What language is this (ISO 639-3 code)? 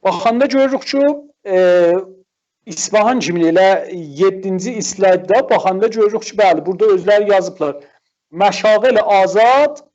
azb